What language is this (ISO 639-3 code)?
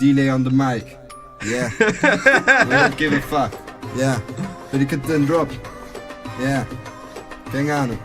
ltz